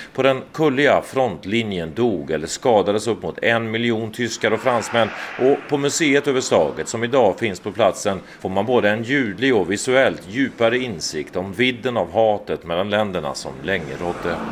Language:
Swedish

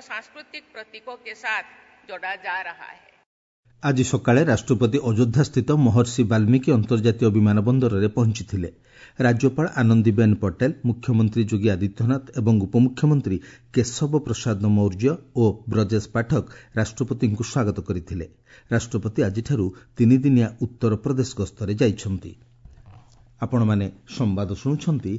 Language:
Odia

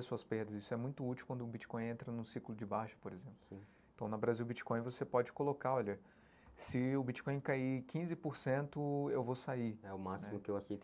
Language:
Portuguese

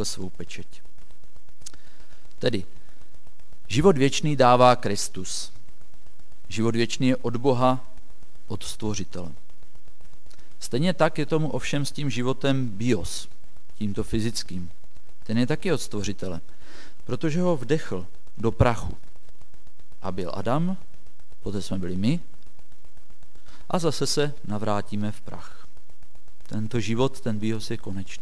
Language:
Czech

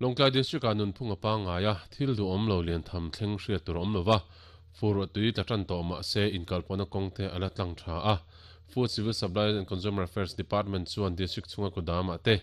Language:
Mizo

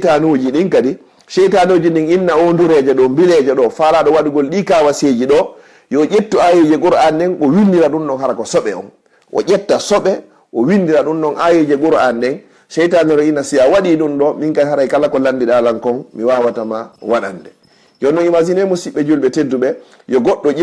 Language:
Fula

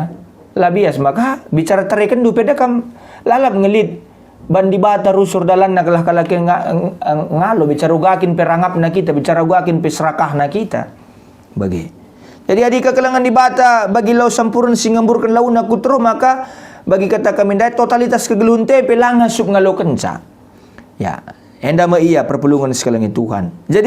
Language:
Batak Karo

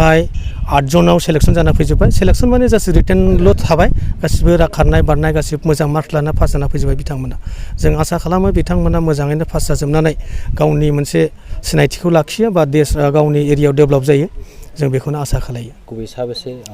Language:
Bodo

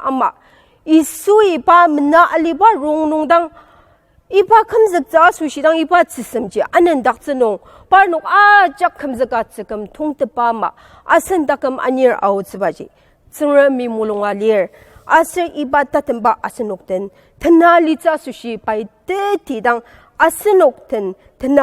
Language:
Ao Naga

